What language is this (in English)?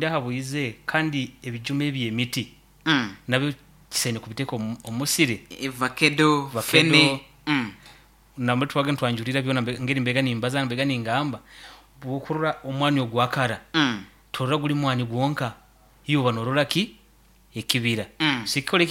Nyoro